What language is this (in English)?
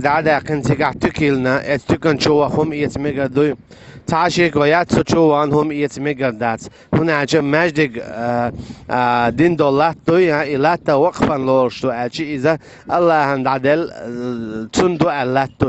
Chechen